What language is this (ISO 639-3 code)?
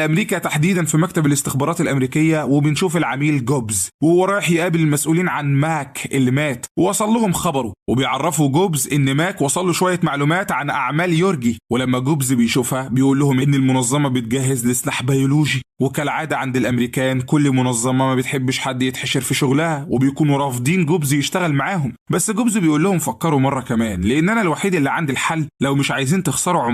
arz